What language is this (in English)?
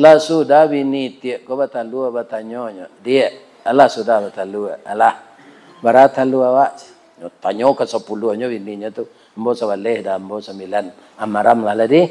Minangkabau